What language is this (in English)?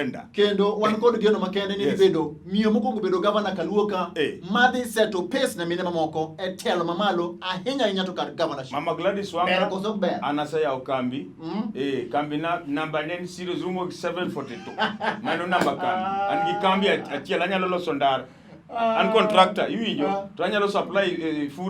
Luo (Kenya and Tanzania)